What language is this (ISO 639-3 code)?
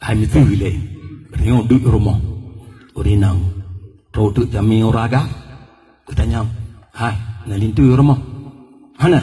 ace